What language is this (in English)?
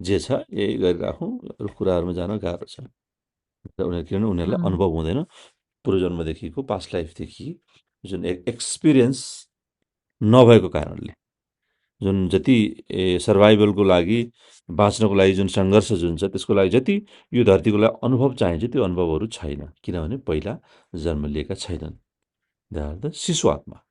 Nepali